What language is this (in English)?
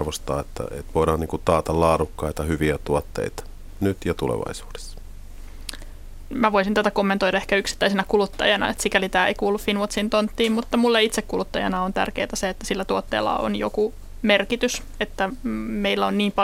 Finnish